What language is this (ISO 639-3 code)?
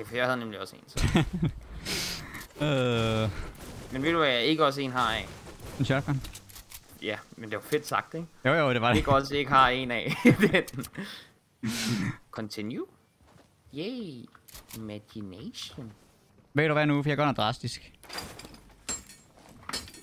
dan